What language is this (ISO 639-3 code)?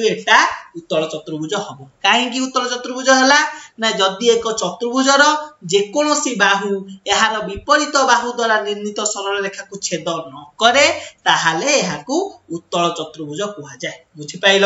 ori